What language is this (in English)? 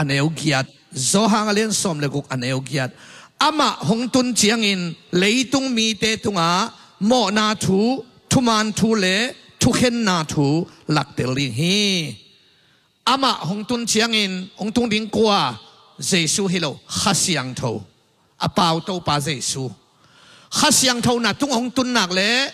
Tedim Chin